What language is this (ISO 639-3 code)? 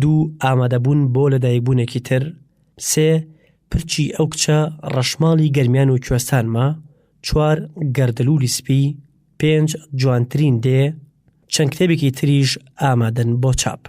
ckb